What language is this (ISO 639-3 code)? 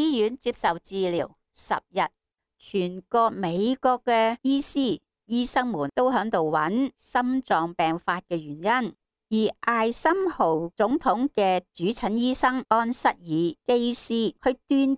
yue